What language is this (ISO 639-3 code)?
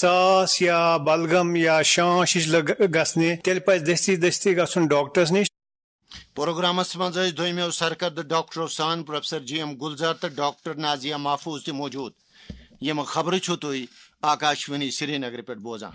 kas